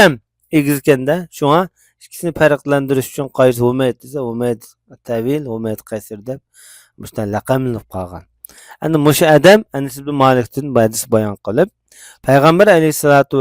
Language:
Uyghur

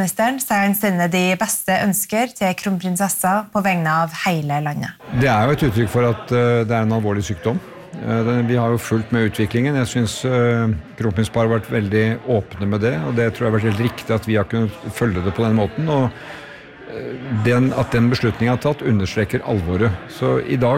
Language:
Norwegian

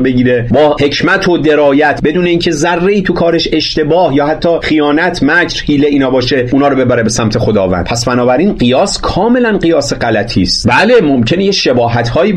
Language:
Persian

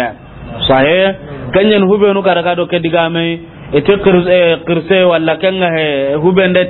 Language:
Soninke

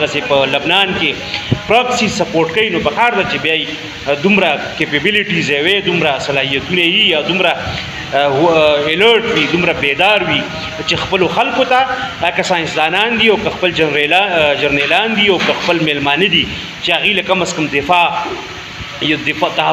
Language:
Pashto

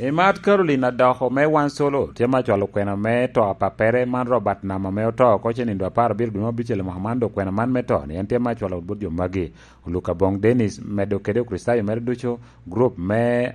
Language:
Lango (Uganda)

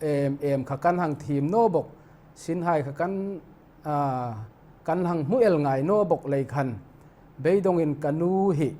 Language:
Hmar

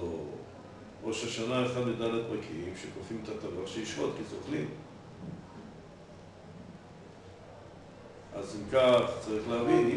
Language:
Hebrew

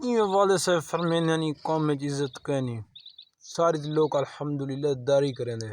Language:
Saraiki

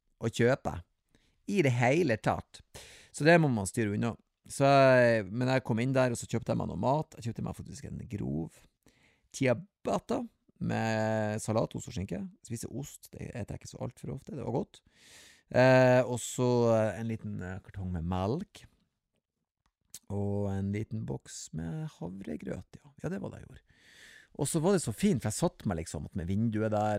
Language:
Norwegian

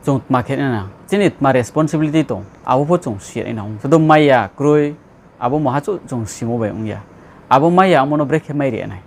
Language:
Riang (India)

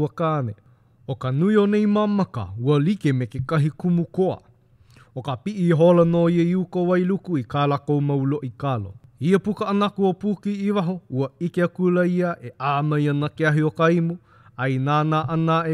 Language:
Hawaiian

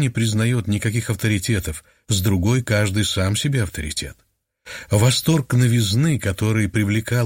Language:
Russian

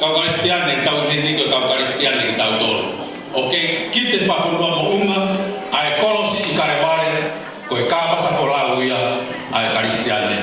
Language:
Tongan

